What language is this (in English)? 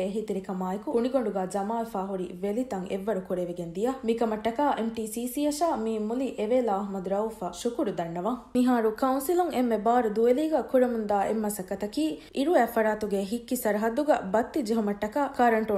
Divehi